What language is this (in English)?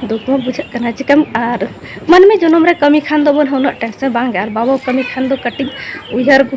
Santali